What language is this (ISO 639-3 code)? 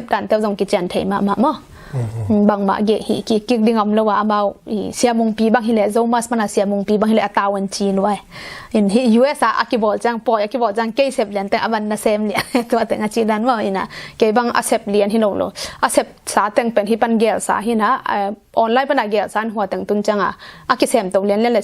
ctd